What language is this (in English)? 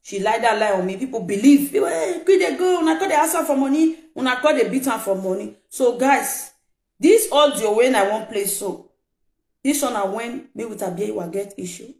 Nigerian Pidgin